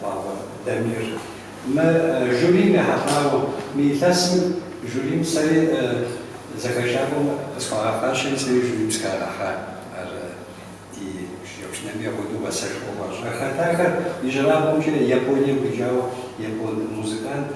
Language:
Kabardian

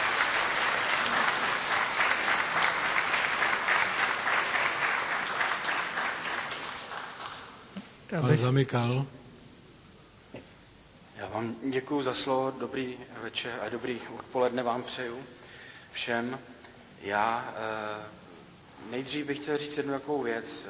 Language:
Czech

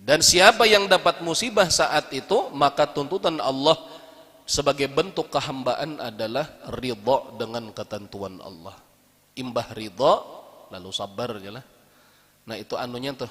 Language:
Banjar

